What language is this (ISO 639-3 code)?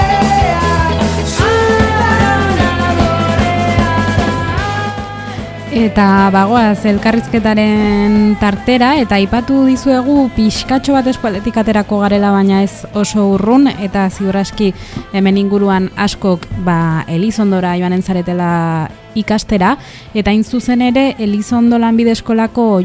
eus